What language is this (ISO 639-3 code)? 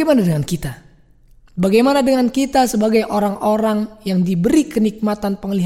ind